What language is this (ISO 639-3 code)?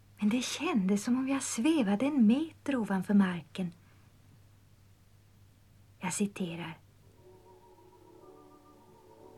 swe